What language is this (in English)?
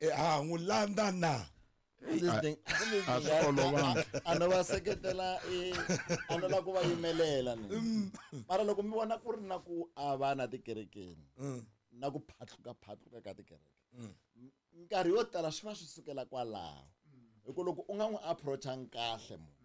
Tsonga